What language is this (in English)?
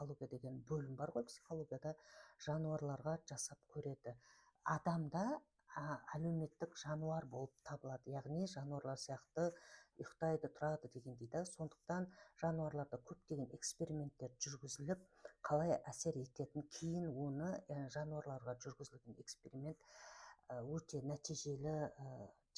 Kazakh